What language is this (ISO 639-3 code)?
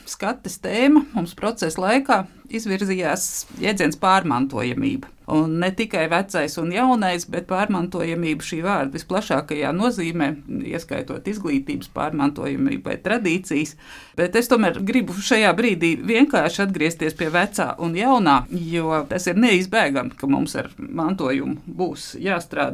lav